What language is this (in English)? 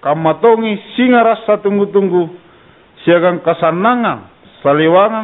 Makasar